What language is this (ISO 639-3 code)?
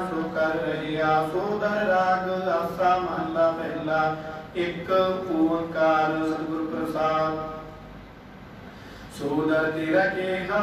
pan